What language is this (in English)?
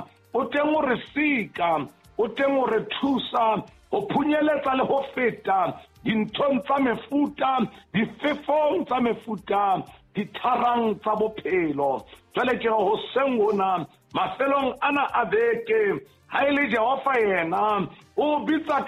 Southern Sotho